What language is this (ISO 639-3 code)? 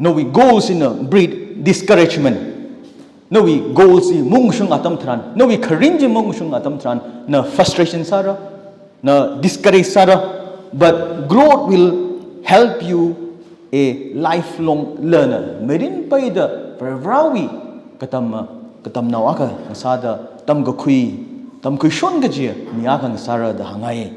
nmf